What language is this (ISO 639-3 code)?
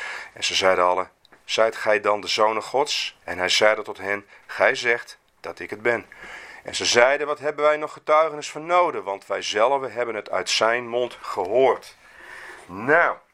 nld